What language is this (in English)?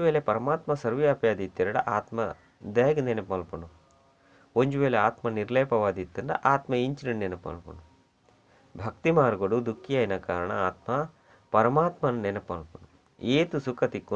Tulu